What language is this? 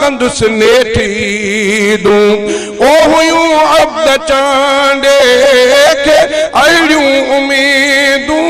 Sindhi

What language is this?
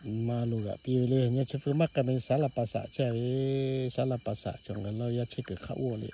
Lahu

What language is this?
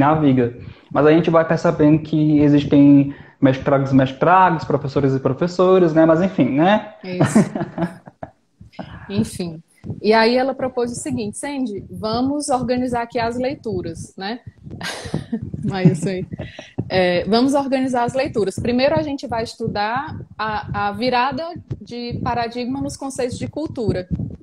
Portuguese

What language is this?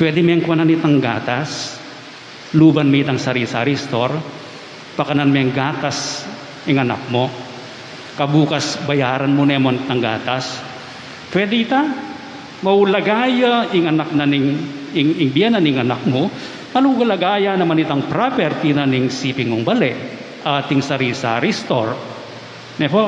Pampanga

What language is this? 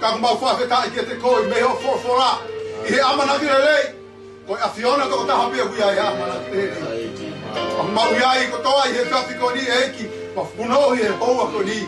Tongan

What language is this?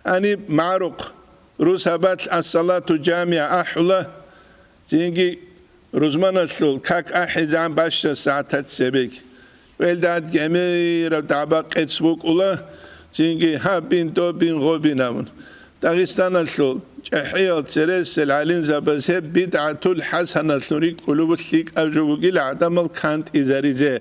Avaric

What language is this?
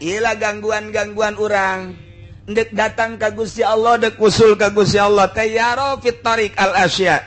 Sundanese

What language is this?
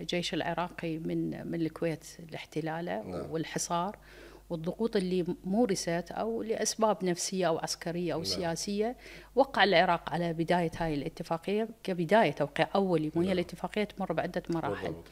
Mesopotamian Arabic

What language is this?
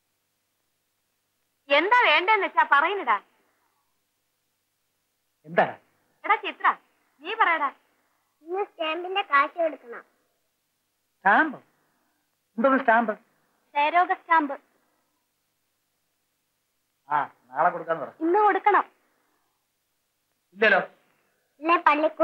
Malayalam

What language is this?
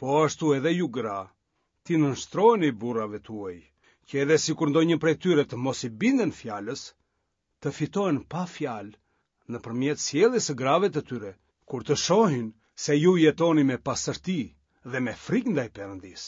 Albanian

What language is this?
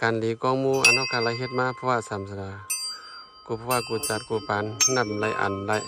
Shan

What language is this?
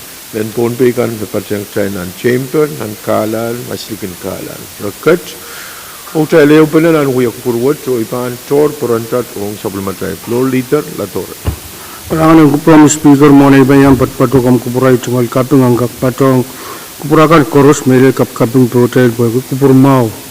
Pohnpeian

